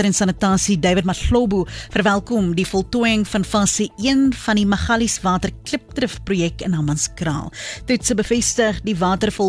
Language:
Afrikaans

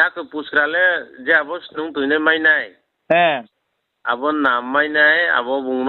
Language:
Riang (India)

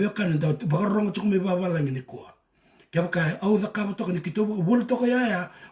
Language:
Fijian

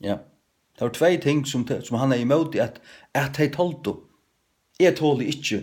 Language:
Faroese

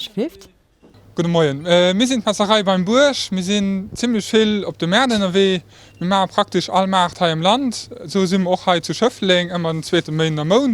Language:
Luxembourgish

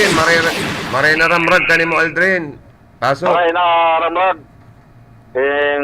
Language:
Bikol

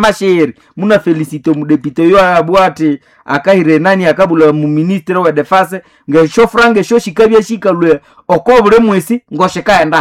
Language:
Nande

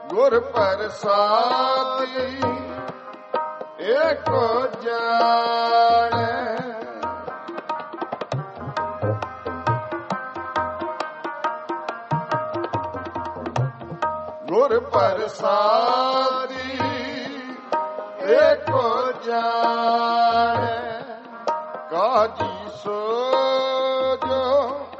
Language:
Punjabi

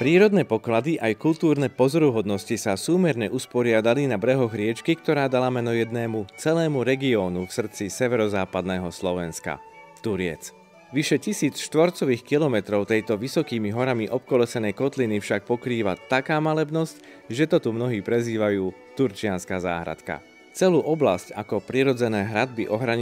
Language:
Slovak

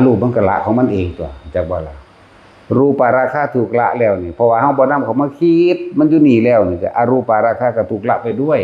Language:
Northeastern Thai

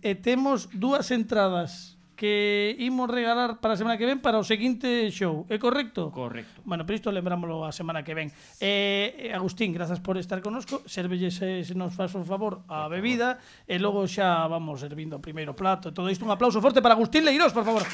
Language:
Galician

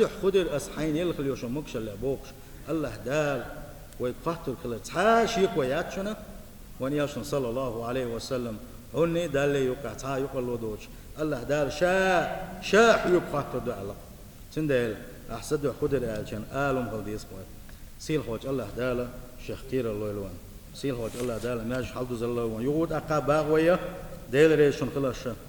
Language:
Chechen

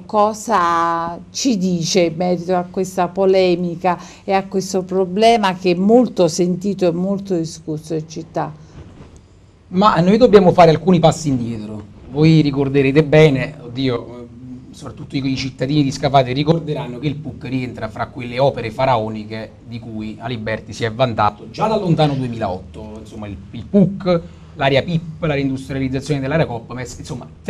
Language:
Italian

